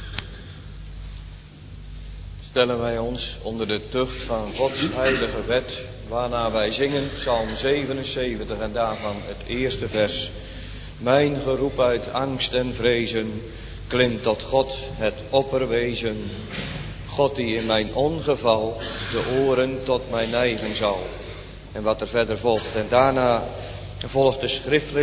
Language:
Dutch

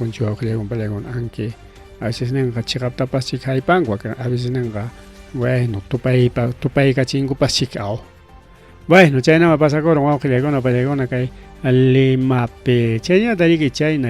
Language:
Ayacucho Quechua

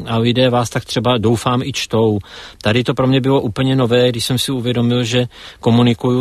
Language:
Czech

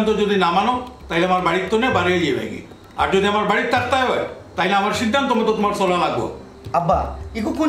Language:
Sylheti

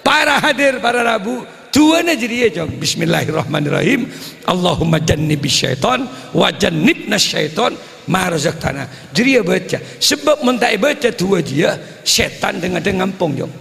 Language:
Madurese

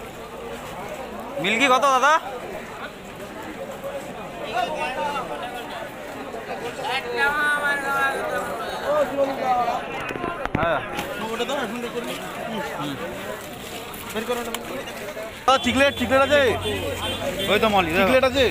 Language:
Bangla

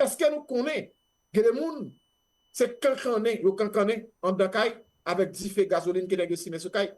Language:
Haitian Creole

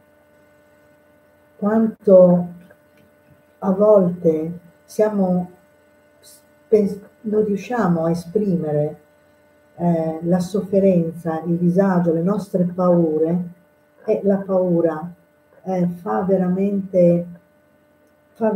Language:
Italian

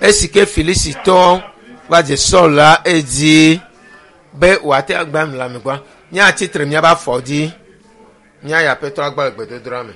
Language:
Ewe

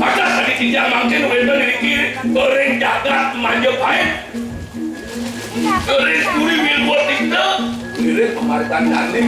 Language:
Balinese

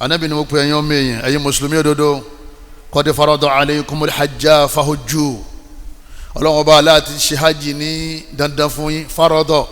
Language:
Yoruba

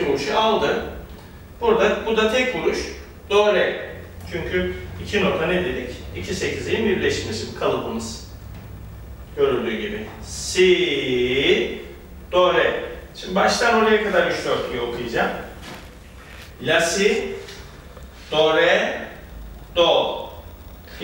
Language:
Turkish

